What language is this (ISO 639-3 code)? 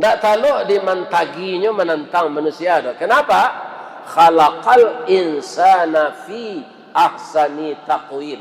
min